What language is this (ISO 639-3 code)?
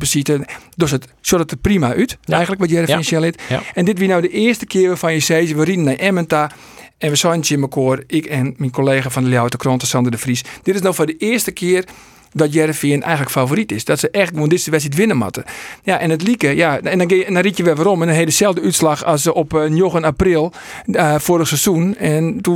fry